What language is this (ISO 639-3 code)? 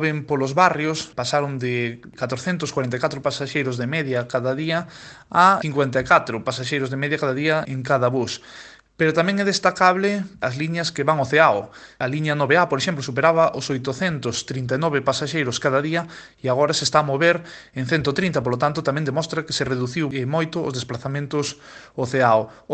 glg